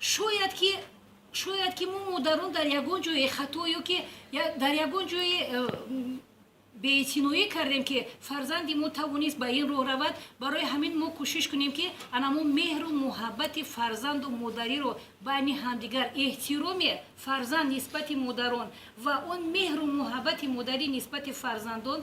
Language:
Tajik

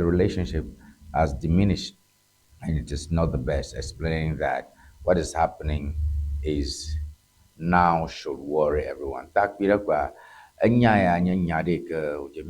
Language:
Ewe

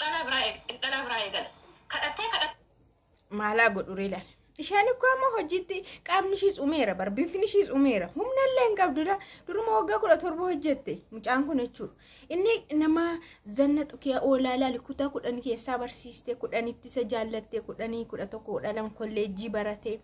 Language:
Oromo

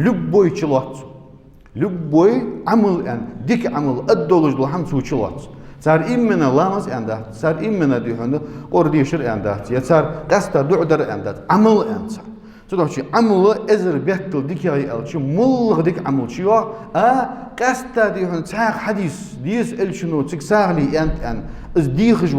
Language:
Ingush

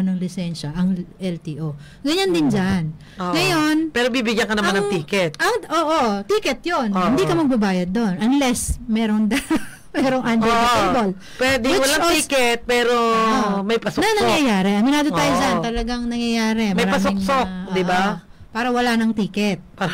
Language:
Filipino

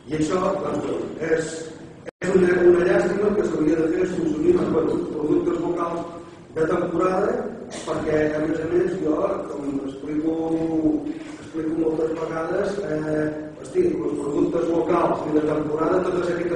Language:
Catalan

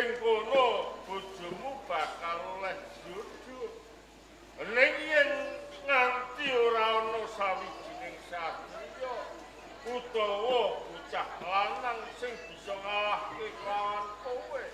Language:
Javanese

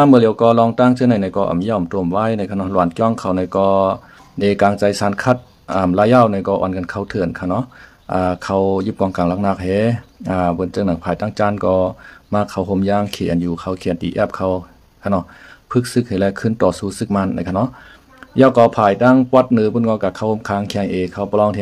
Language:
Shan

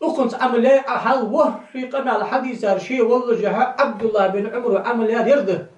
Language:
Ingush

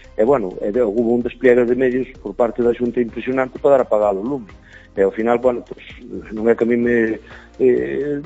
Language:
Galician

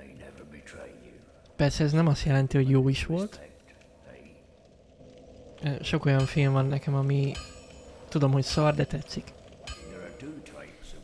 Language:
Hungarian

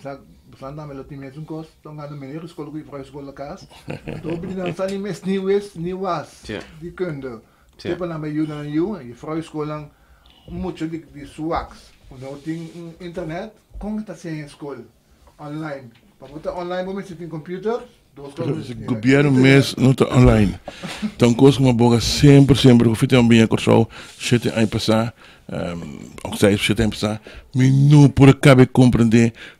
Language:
Papiamento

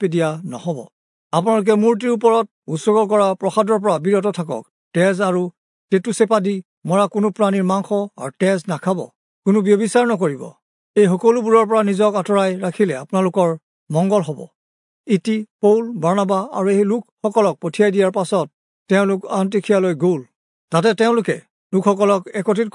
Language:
Assamese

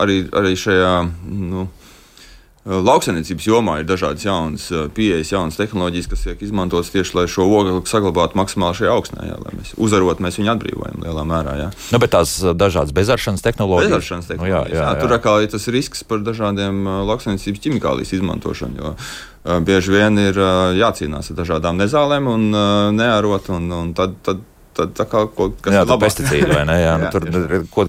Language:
Latvian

